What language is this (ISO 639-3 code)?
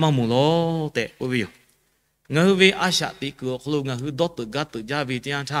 lhu